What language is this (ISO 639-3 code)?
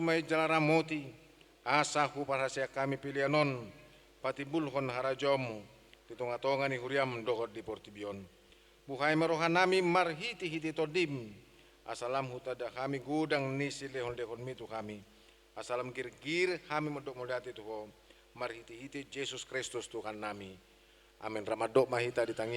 bbc